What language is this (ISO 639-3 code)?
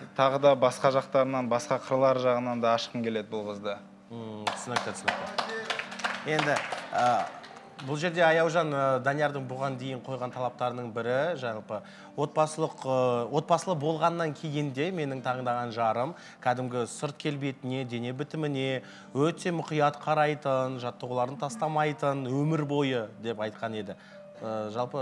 kaz